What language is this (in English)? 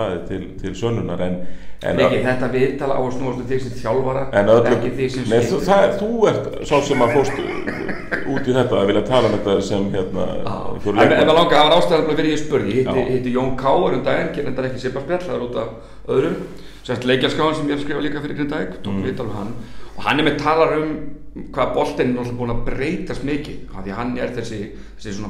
Icelandic